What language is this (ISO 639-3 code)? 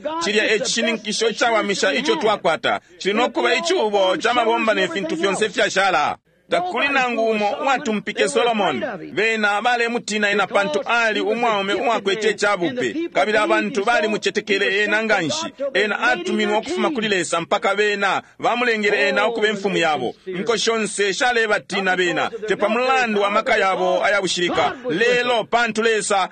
bem